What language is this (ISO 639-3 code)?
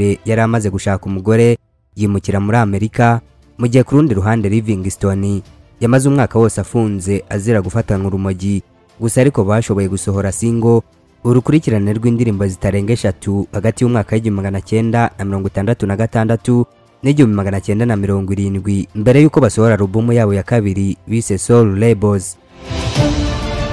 kin